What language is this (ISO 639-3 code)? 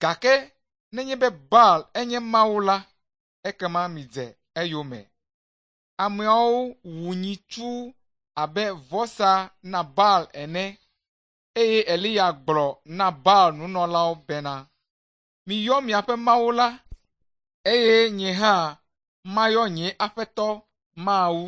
ewe